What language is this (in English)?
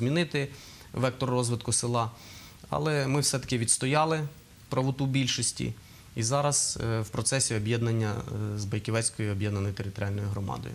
Ukrainian